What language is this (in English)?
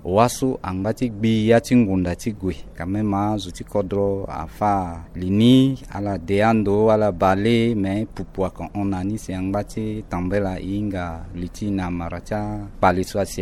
Sango